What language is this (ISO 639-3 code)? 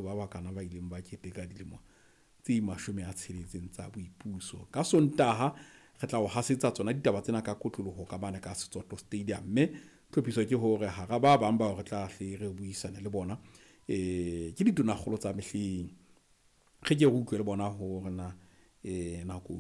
sot